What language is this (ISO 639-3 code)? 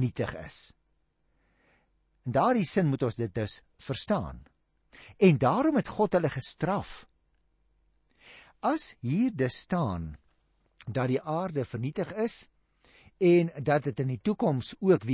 afr